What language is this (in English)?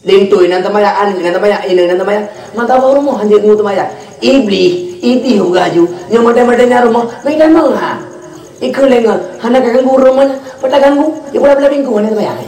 Achinese